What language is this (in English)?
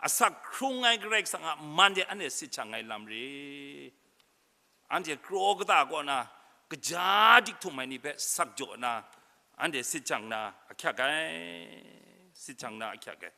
Kachin